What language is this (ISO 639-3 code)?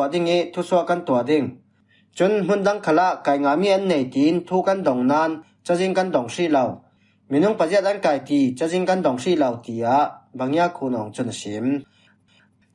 cfm